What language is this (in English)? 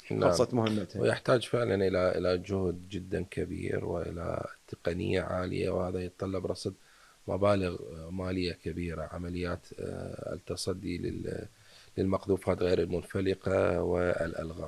Mesopotamian Arabic